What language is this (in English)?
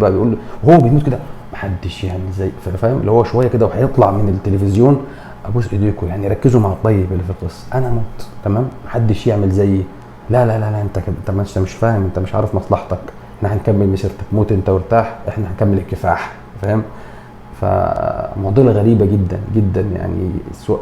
Egyptian Arabic